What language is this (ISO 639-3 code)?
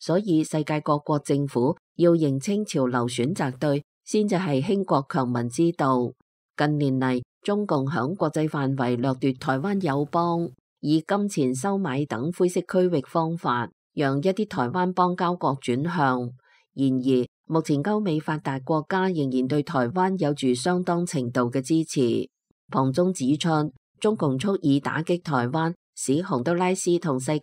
yue